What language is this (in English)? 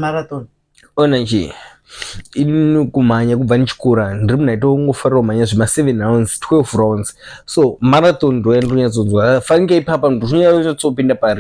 Shona